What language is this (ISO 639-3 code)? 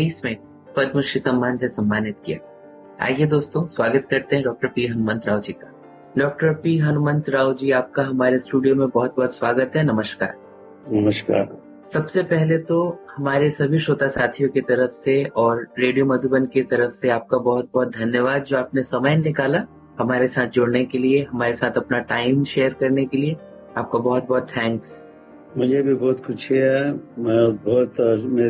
hin